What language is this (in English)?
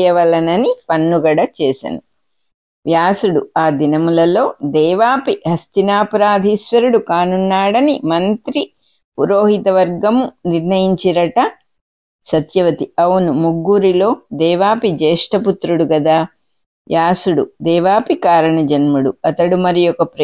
Telugu